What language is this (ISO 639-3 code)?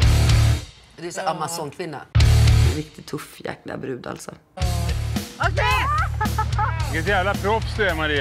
swe